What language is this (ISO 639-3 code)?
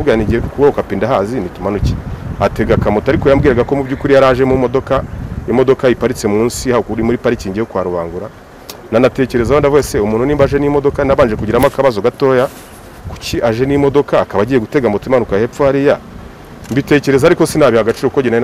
kin